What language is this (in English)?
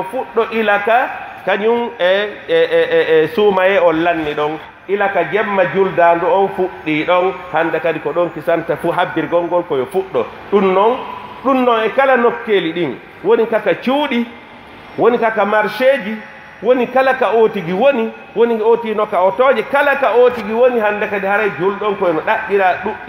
Pular